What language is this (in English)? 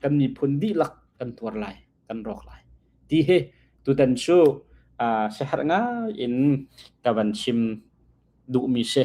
Hakha Chin